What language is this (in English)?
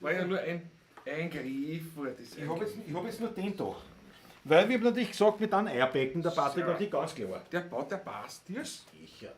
Bavarian